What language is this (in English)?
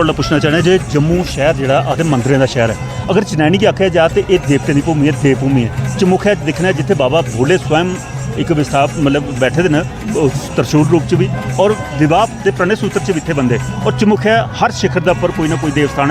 Dogri